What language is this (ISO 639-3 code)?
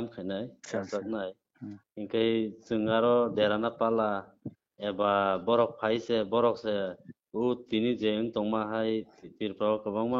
trp